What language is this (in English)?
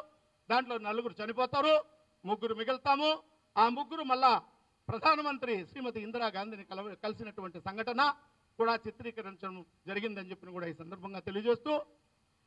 Telugu